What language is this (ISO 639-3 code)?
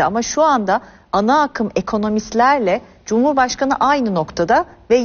tur